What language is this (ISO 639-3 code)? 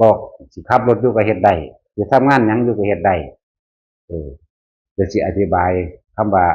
tts